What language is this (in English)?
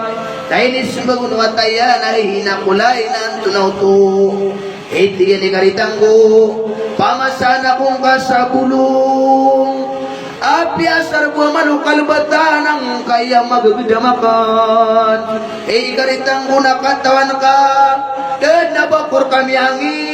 Maranao